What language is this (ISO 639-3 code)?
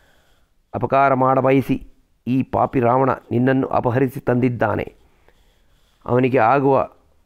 kan